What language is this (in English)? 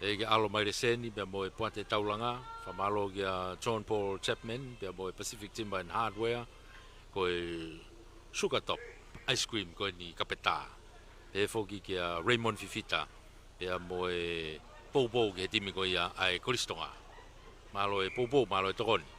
Tongan